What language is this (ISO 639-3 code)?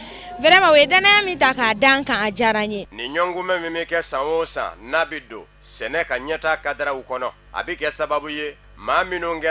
bam